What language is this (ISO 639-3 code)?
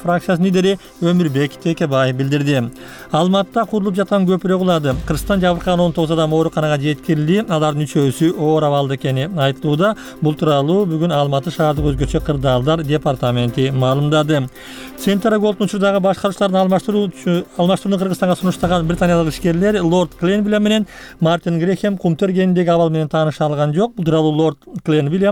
kir